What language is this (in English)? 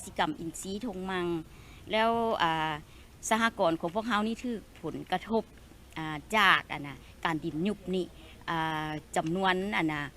Lao